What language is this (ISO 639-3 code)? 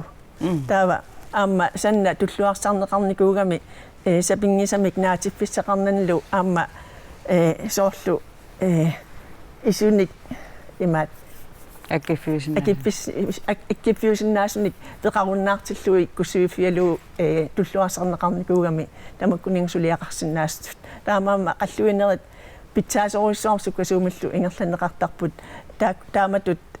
kal